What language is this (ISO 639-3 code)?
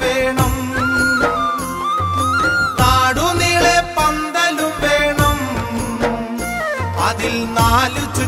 mal